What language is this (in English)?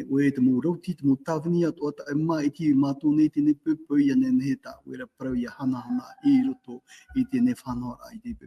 Tahitian